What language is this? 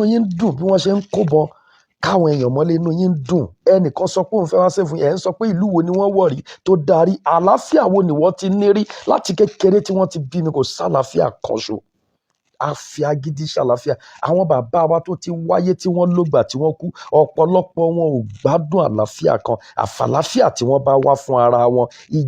Yoruba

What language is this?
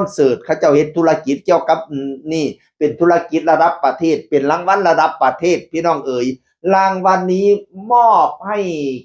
Northeastern Thai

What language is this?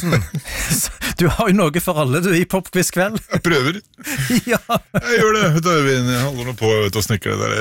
Norwegian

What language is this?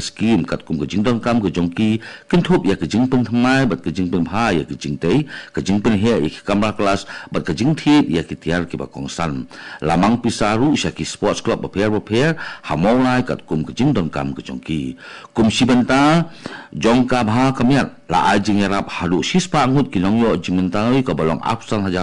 Khasi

